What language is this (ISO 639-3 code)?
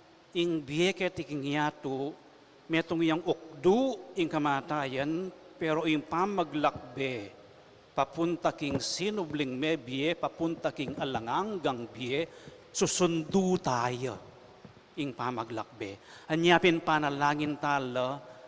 pam